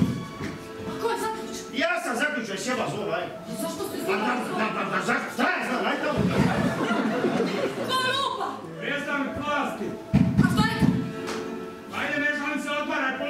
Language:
Croatian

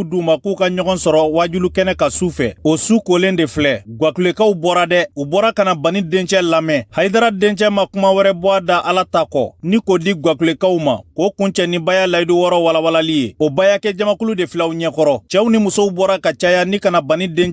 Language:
Bambara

